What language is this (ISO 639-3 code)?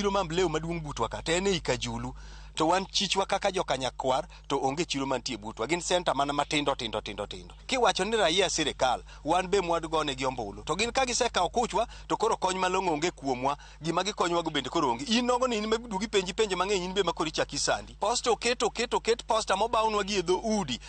luo